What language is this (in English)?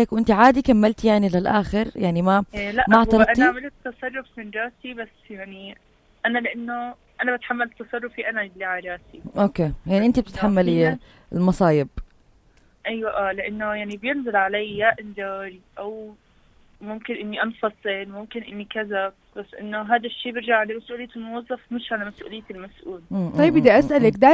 North Levantine Arabic